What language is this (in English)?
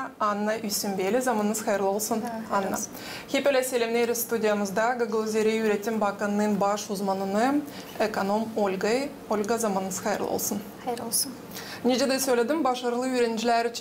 Gagauz